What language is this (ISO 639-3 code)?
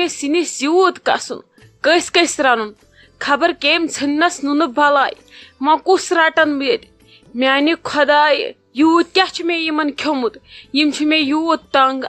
kas